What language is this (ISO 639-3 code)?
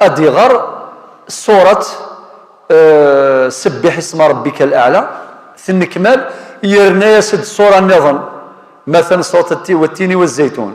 kab